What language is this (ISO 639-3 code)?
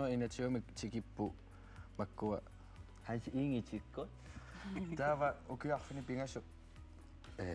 kal